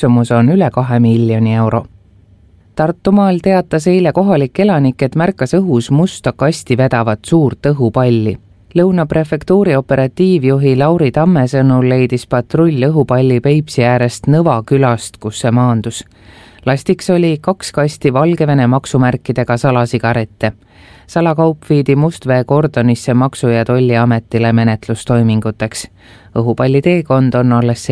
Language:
Estonian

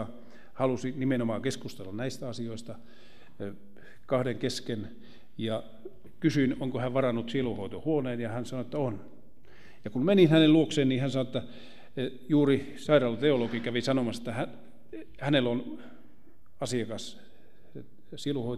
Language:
Finnish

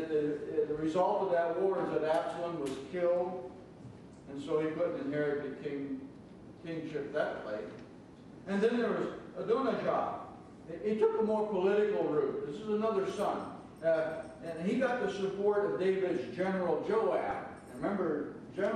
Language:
English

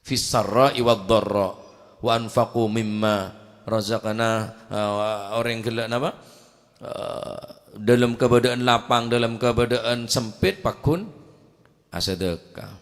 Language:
Madurese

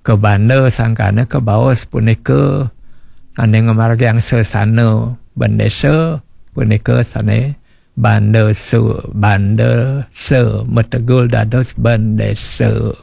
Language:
Balinese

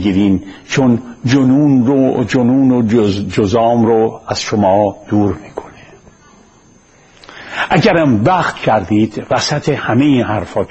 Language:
Persian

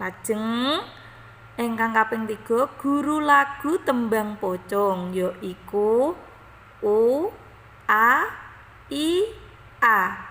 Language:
Javanese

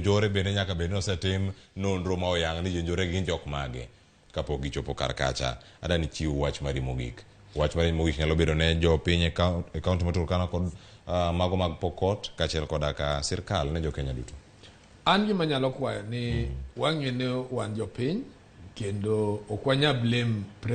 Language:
Luo (Kenya and Tanzania)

